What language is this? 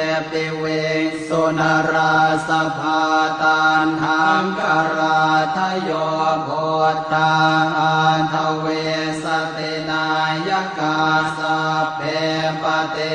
Pali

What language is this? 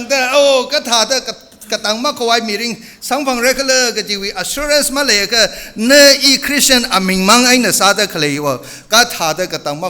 Tangkhul Naga (India)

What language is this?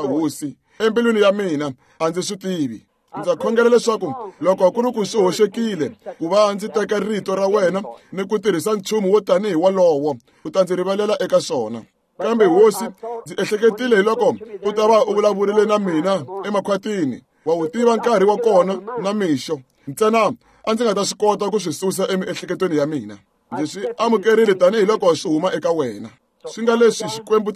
Tsonga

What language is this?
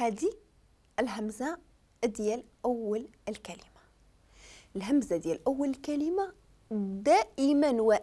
Moroccan Arabic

